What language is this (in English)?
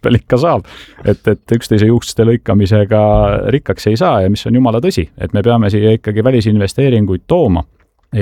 Estonian